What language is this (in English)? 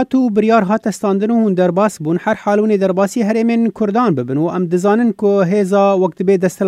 Kurdish